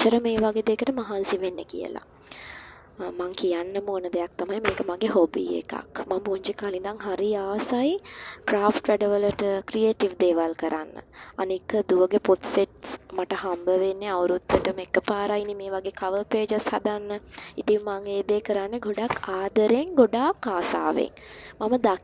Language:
Sinhala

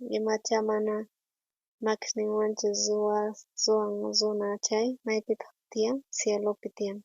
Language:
South Bolivian Quechua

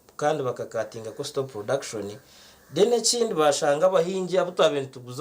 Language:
Nyankole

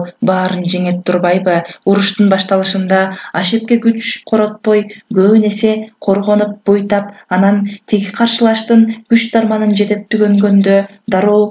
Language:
Kyrgyz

